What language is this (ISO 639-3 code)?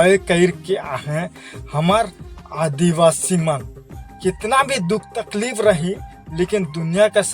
sck